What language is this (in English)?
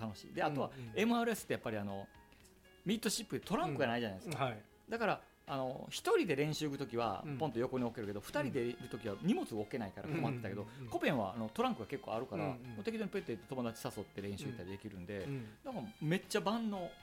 Japanese